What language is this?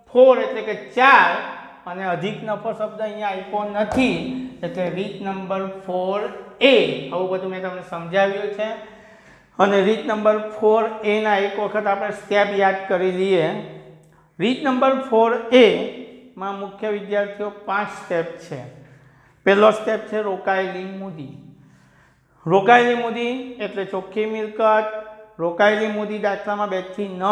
Gujarati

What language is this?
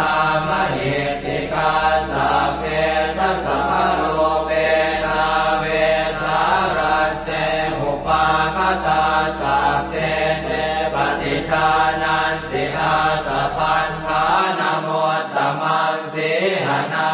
Pali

